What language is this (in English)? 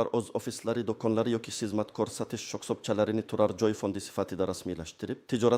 Uzbek